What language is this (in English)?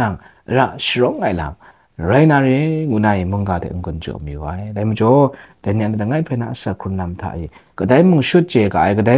Kachin